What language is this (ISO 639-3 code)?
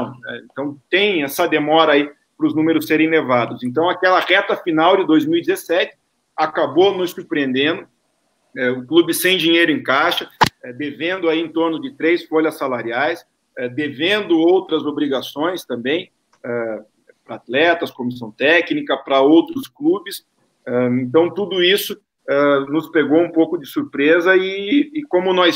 por